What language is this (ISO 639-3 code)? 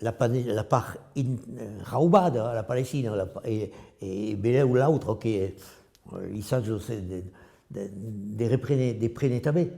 oci